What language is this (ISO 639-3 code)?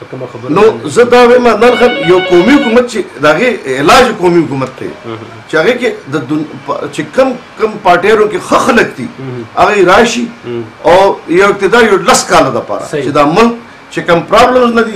pus